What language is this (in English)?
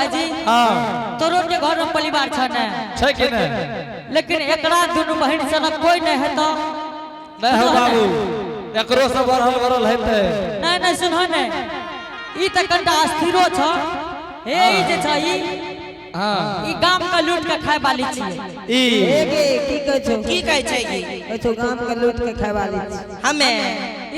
Angika